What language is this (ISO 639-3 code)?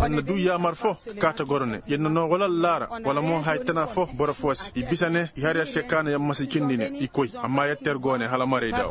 ses